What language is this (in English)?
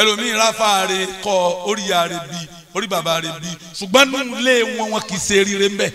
Yoruba